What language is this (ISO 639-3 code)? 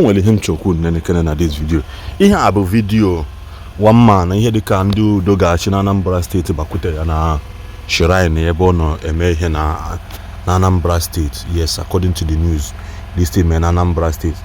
ibo